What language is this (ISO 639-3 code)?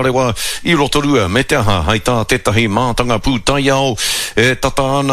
mri